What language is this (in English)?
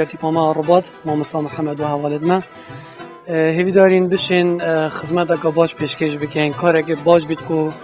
Kurdish